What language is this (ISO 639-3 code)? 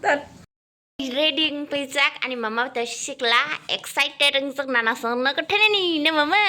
trp